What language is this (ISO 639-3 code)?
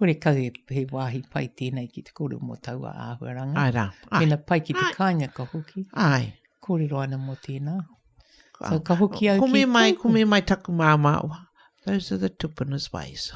mri